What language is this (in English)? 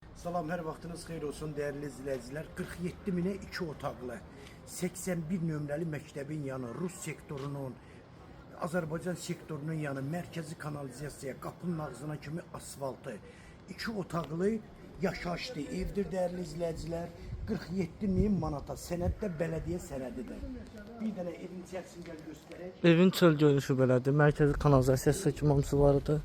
Azerbaijani